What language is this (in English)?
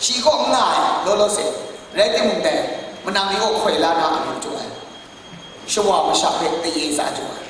Kachin